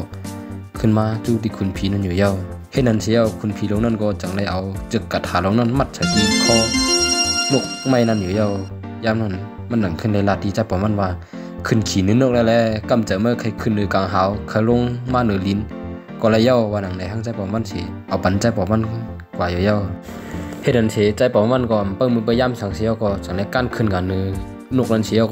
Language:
Shan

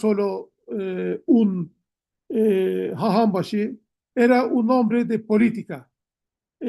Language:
Ladino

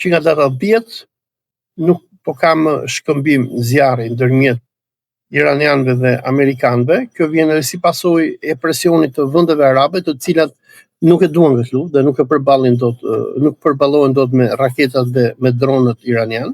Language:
Albanian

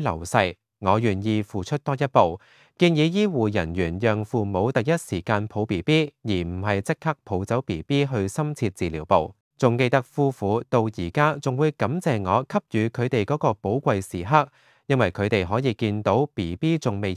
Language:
Cantonese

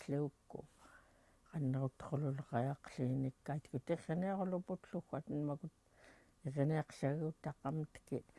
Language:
Central Yupik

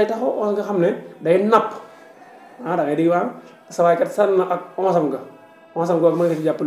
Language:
Wolof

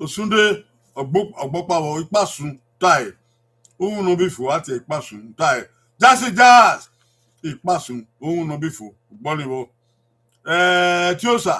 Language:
Bini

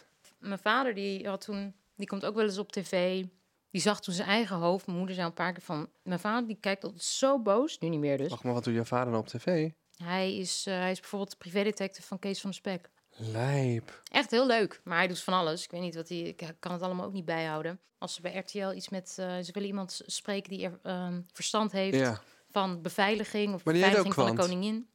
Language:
Dutch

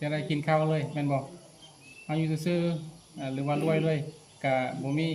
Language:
Lao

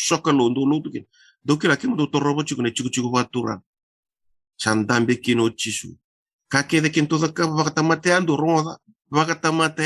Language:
Fijian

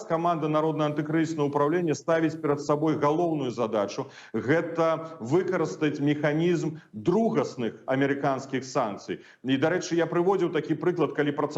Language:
Belarusian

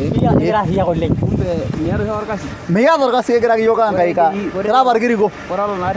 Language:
Masai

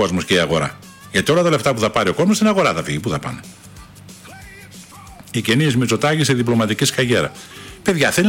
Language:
Greek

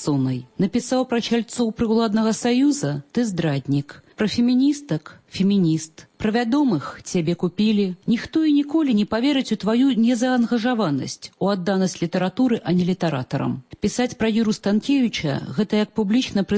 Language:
Belarusian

